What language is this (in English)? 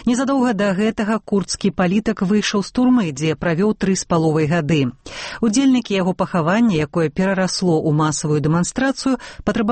Belarusian